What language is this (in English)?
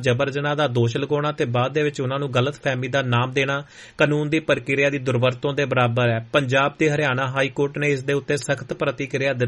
Punjabi